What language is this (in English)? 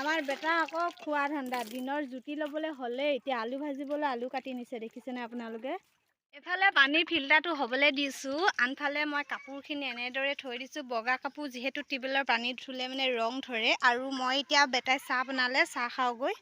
Assamese